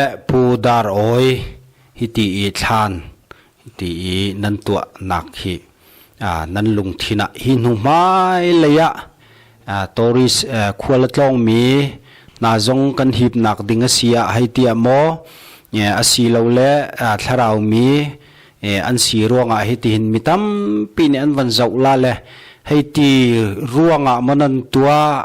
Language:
Hakha Chin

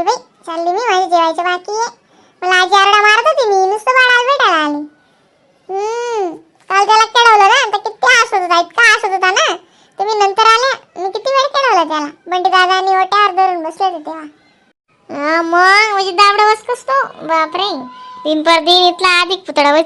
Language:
Khandesi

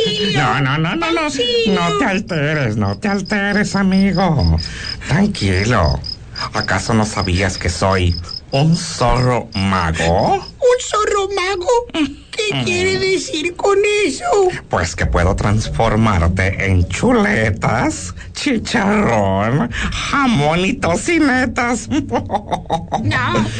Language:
Spanish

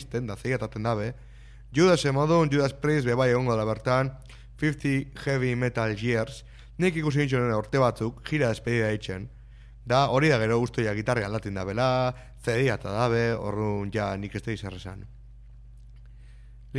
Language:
Basque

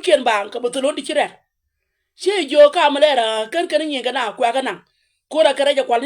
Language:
Nuer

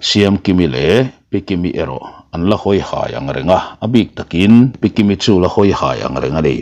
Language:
Mizo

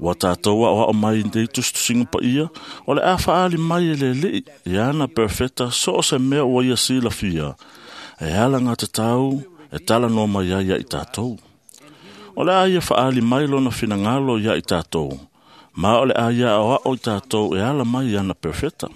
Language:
Samoan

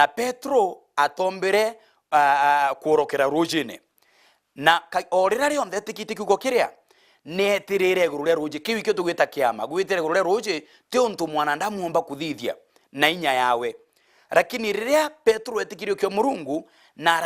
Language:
Meru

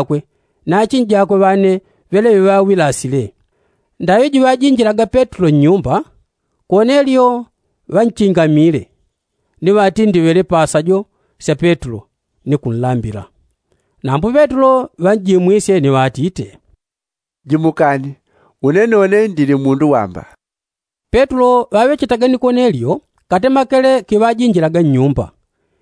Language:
Yao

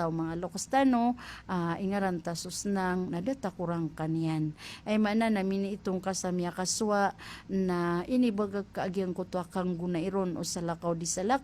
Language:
Maranao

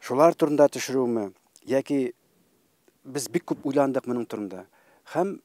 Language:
Tatar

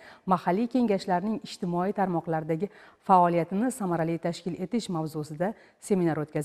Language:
Uzbek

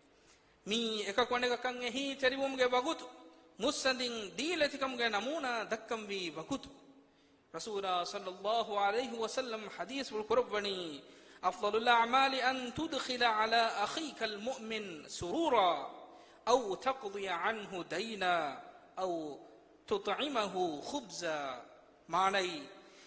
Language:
Divehi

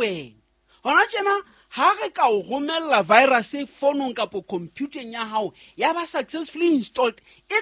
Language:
Southern Sotho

